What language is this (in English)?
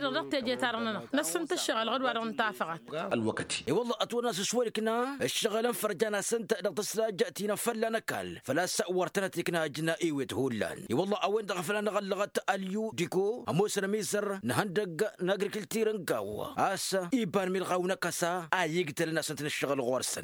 Tamasheq